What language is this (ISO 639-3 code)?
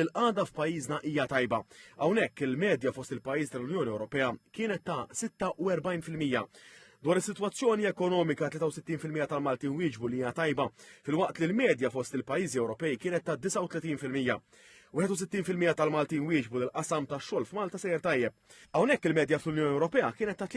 mlt